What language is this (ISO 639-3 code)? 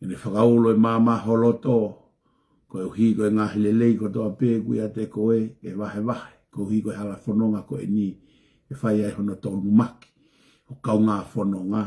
ton